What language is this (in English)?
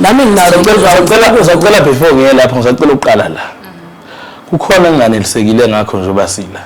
Zulu